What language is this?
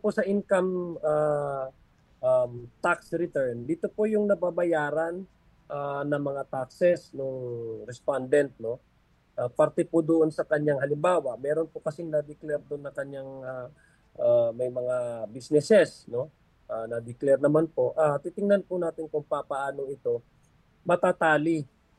Filipino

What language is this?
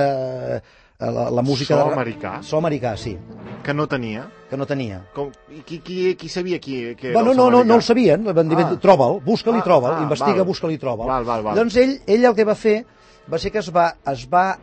Catalan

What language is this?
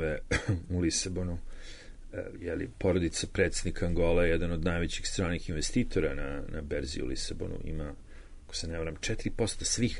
Serbian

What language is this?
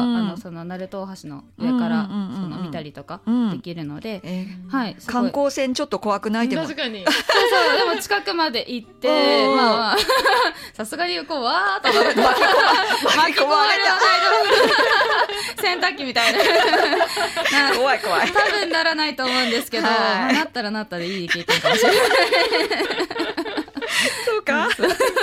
Japanese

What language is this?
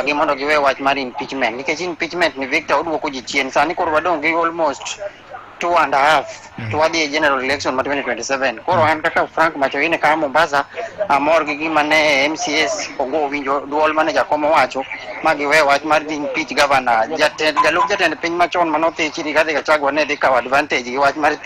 Luo (Kenya and Tanzania)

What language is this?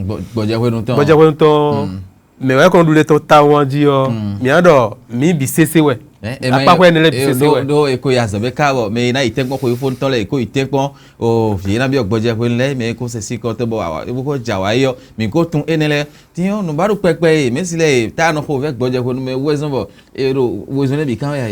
Fon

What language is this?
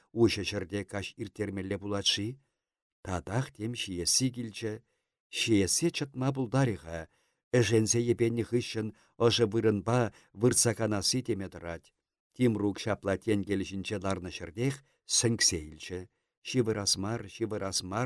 Chuvash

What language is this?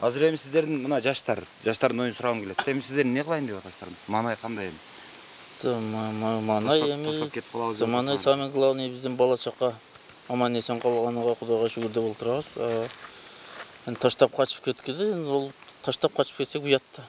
Kyrgyz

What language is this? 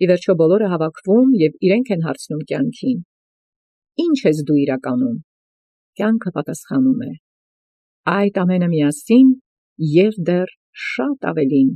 Armenian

